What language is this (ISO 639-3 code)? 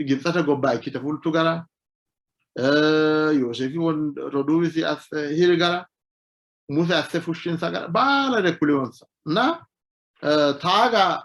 sid